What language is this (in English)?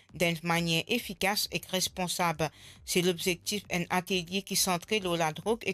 Morisyen